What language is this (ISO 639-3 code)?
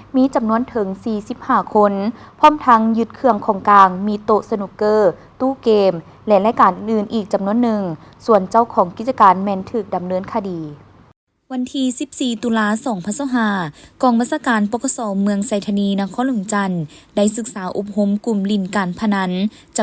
lao